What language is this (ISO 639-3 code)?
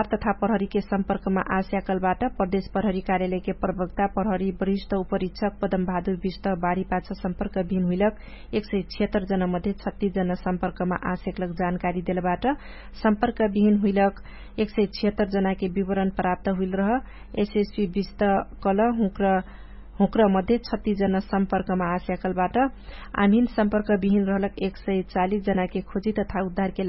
thl